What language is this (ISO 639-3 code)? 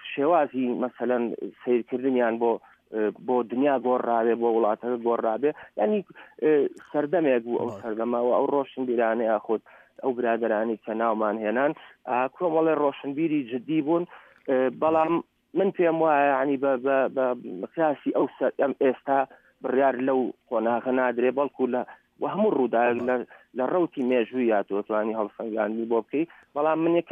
ckb